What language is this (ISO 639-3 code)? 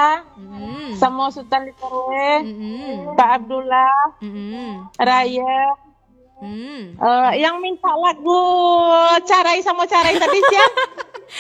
min